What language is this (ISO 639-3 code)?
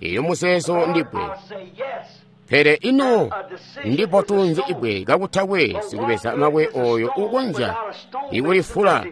toi